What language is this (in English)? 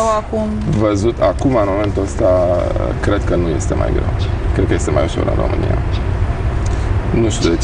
Romanian